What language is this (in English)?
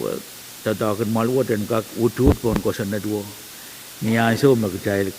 Pohnpeian